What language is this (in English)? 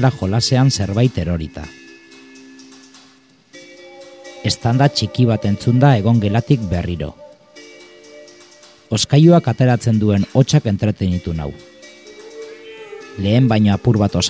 Basque